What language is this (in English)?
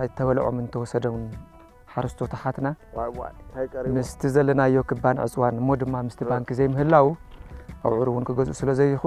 Tigrinya